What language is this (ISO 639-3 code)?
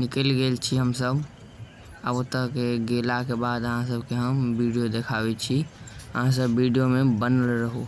mai